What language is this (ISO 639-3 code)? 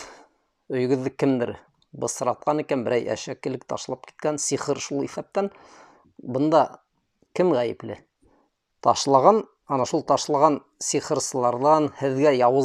bak